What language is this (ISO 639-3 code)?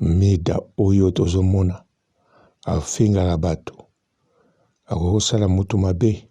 lin